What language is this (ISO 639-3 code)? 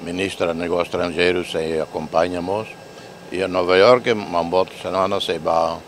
tet